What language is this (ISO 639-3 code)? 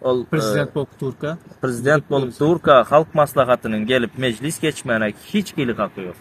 tuk